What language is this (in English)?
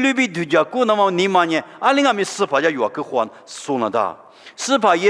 Lisu